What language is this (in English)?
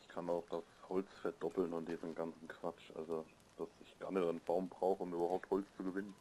Bavarian